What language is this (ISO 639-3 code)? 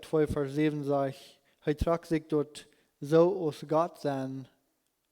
pdt